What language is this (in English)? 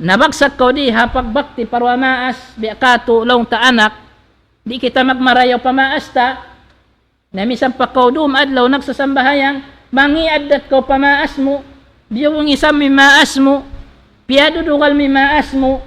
Tausug